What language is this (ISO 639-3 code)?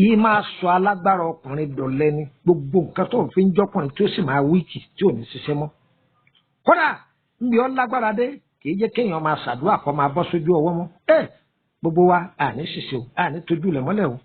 yor